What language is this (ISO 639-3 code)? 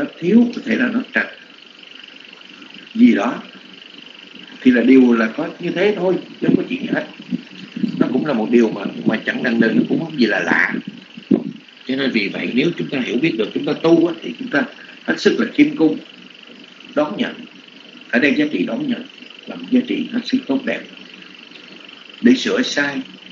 vie